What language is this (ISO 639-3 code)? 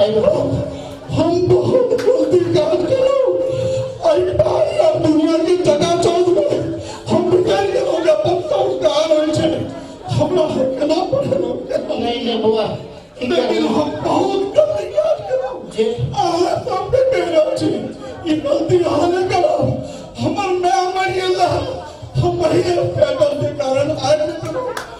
mai